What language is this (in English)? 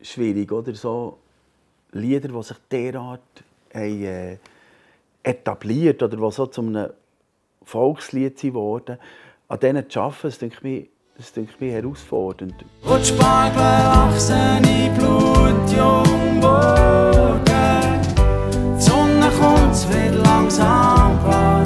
Swiss German